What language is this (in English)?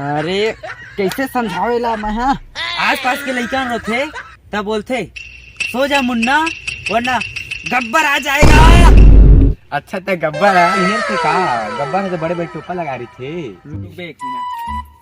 Chhattisgarhi